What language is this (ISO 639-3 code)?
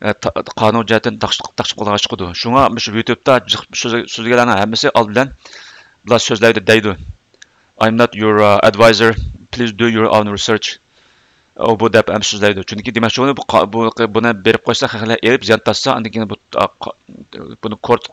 uig